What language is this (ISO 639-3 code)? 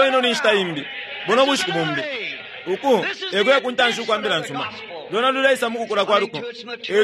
bem